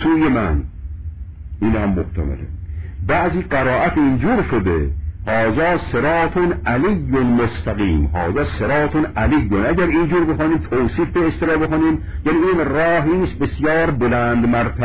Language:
Persian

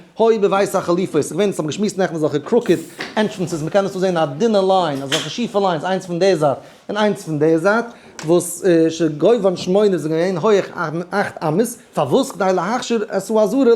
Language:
Yiddish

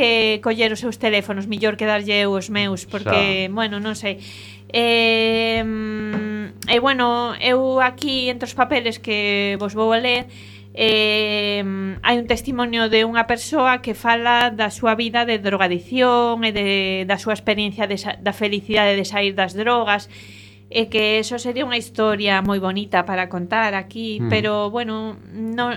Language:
Galician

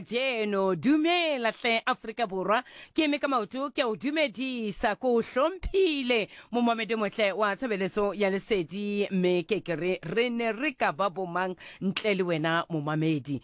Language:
Southern Sotho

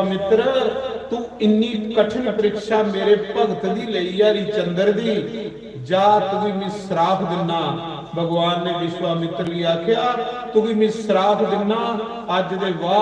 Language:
Dogri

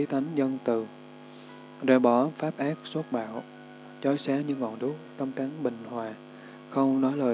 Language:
Vietnamese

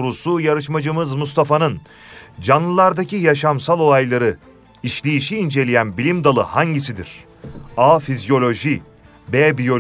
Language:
Turkish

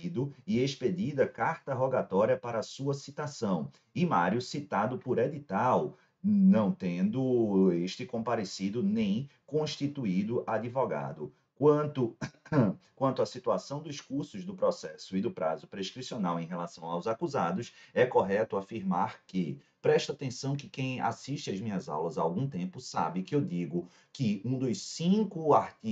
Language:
Portuguese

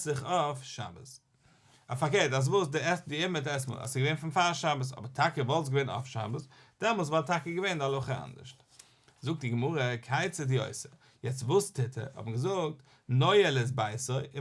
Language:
Yiddish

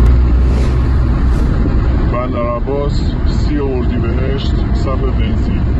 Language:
Persian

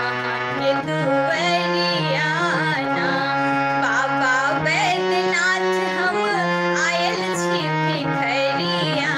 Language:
Maithili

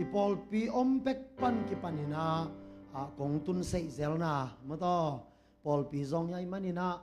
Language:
Tedim Chin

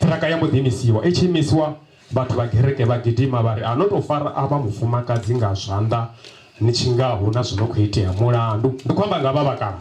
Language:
Venda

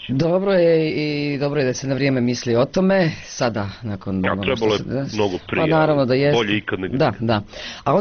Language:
Bosnian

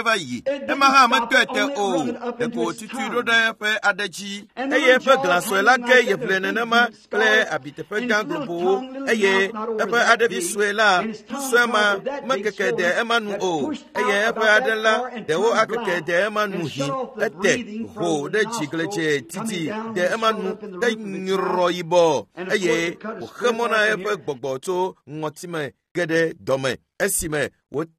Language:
Ewe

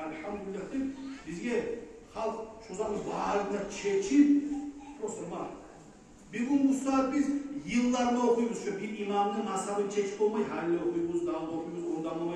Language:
Kumyk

